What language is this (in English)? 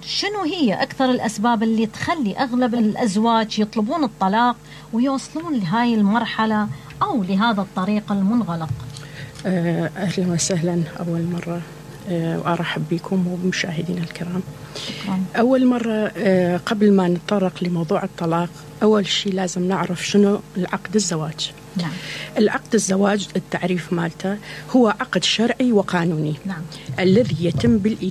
Mesopotamian Arabic